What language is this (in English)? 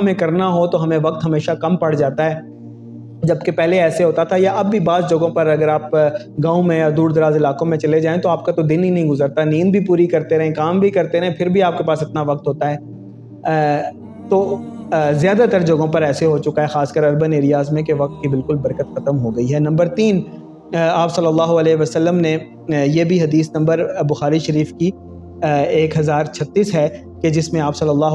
Urdu